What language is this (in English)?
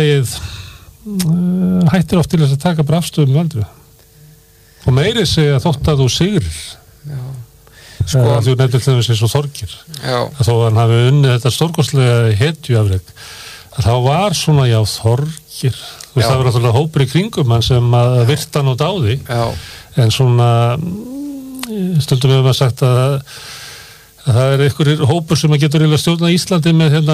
Icelandic